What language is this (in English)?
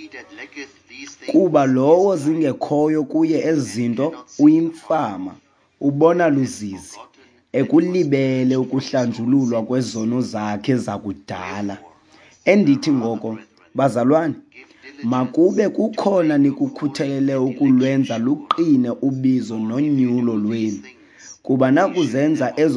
Xhosa